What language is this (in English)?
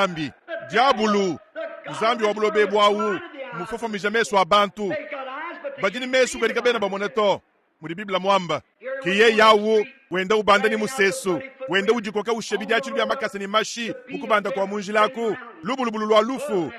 Luba-Lulua